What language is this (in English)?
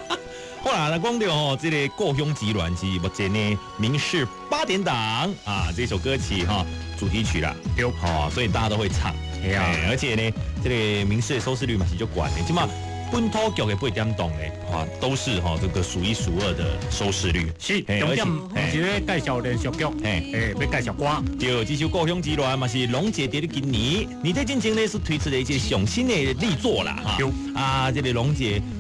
Min Nan Chinese